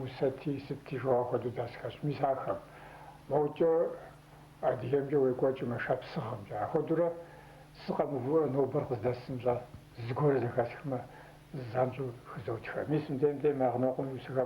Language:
Kabardian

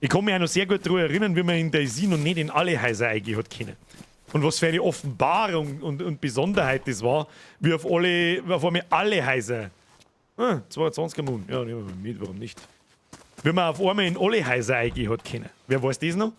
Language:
Bavarian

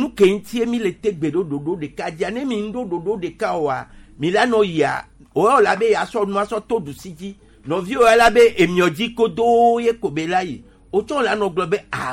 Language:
Gen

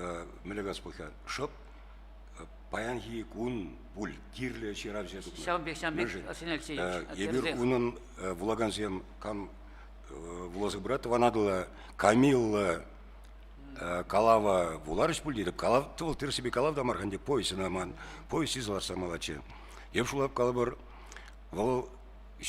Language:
Chuvash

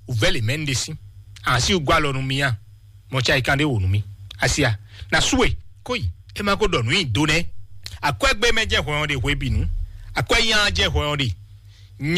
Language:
Fon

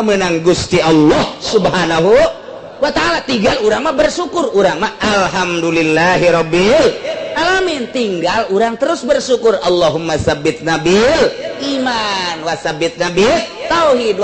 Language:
Sundanese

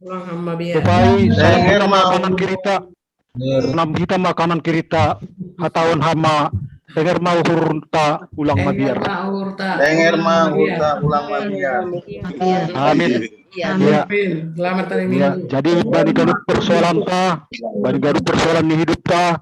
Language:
Batak Simalungun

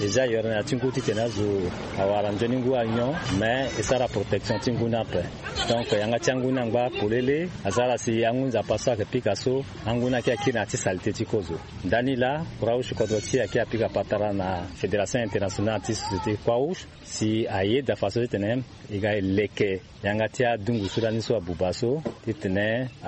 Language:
Sango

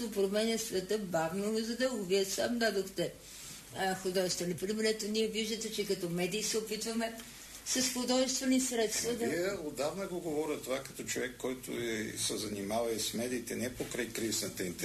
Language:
Bulgarian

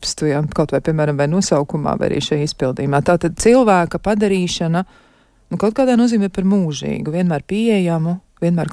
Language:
Latvian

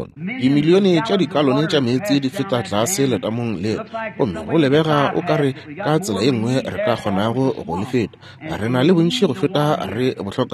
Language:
Northern Sotho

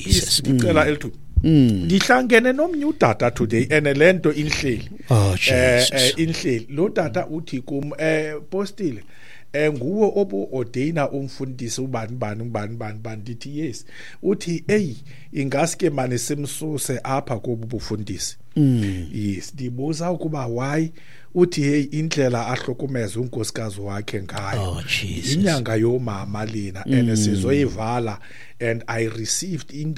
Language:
Xhosa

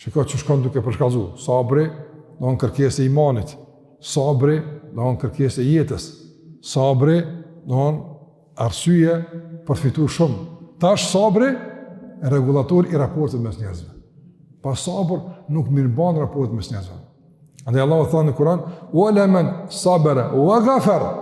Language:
Albanian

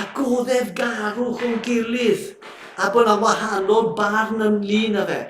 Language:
Welsh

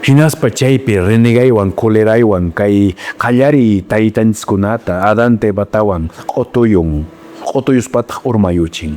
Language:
Quechua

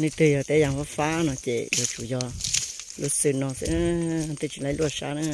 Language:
Hmong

